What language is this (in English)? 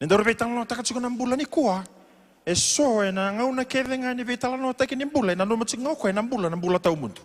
Fijian